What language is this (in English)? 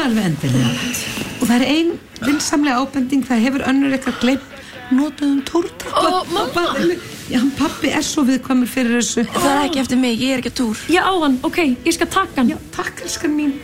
Icelandic